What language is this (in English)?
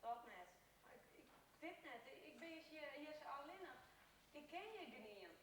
Western Frisian